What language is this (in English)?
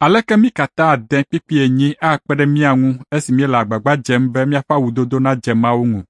Ewe